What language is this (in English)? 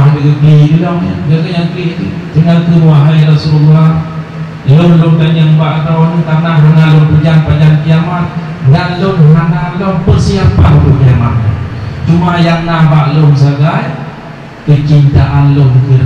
Achinese